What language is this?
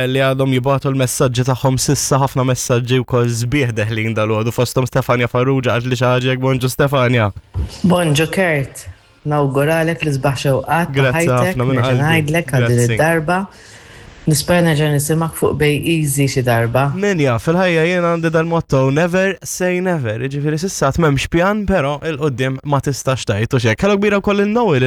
Maltese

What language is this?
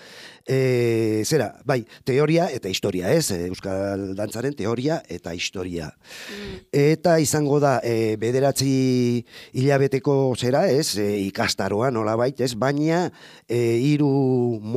Basque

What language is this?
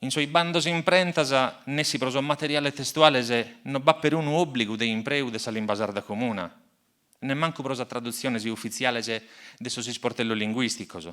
Sardinian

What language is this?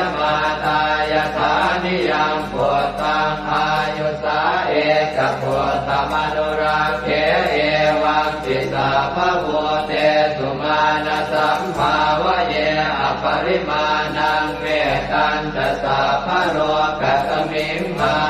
Pali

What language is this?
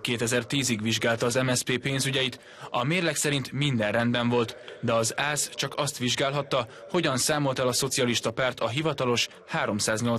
Hungarian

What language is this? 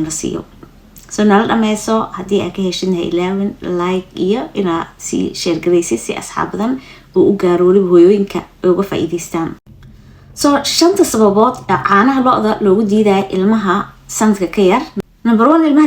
Somali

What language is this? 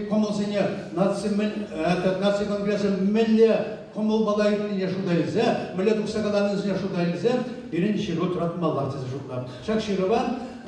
Chuvash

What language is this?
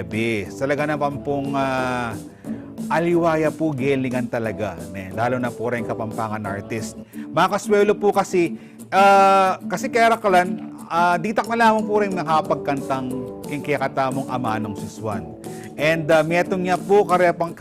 Pampanga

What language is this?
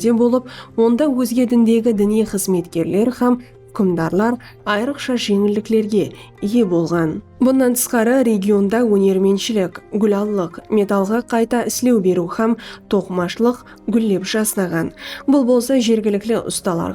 Kara-Kalpak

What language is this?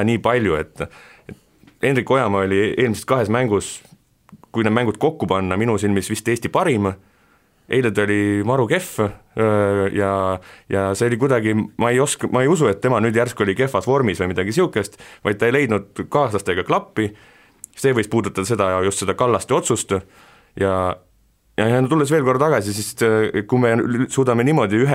Estonian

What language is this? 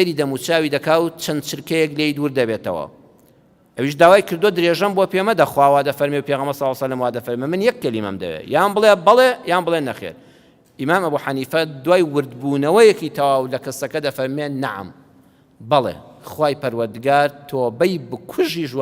Central Kurdish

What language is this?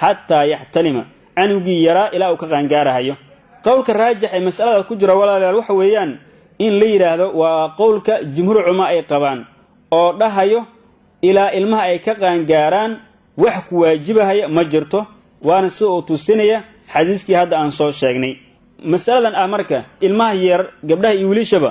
Somali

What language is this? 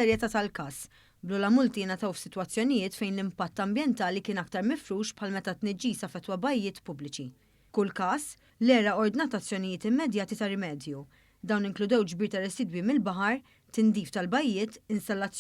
Maltese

